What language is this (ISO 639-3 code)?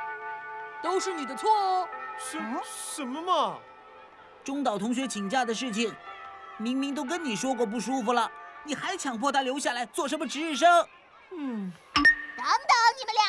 zho